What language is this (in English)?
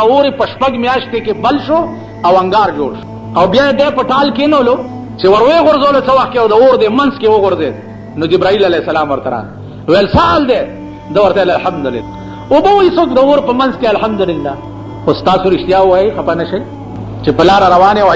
Pashto